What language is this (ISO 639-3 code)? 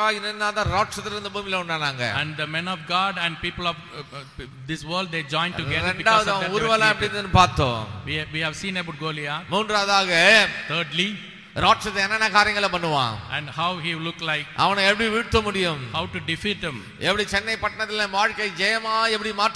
tam